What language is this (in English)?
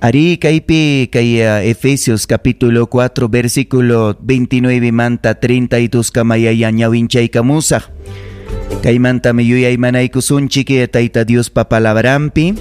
Ayacucho Quechua